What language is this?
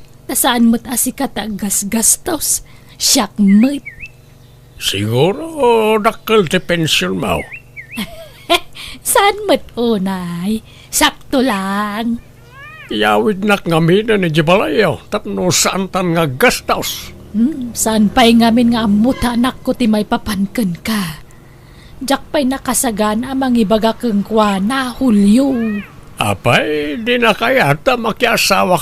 Iloko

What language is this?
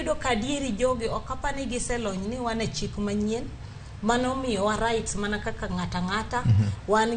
Luo (Kenya and Tanzania)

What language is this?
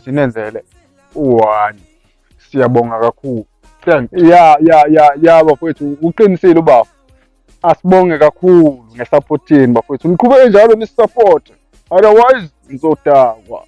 Zulu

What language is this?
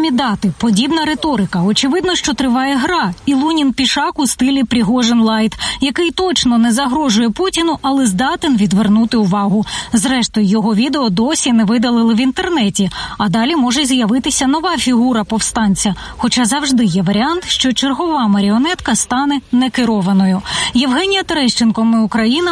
Ukrainian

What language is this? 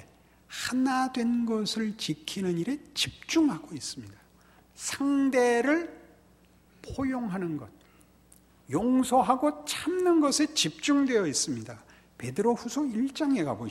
Korean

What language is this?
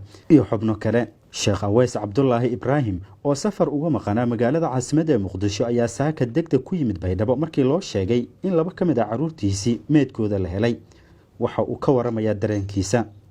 Somali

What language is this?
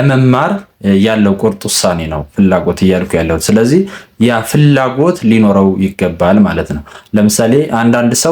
Amharic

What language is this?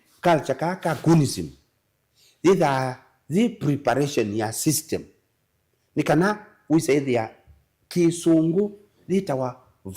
Kamba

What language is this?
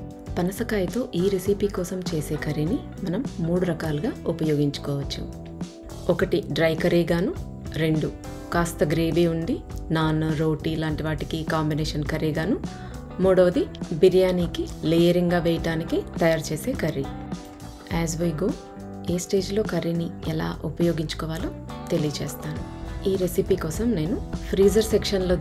Telugu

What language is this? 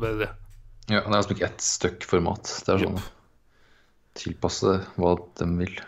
Norwegian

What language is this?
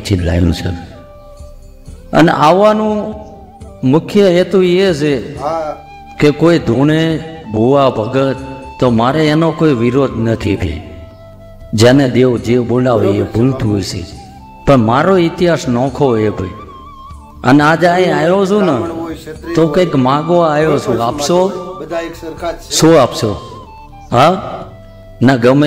Gujarati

